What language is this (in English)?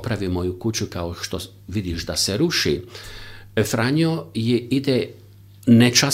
Croatian